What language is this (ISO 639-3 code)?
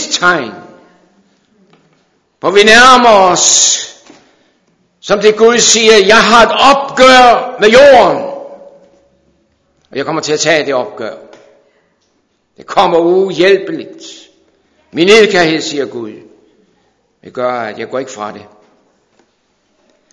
dan